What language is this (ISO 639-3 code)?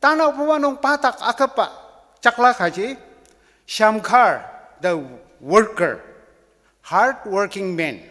njo